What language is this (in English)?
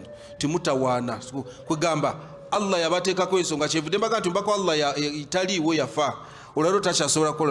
Ganda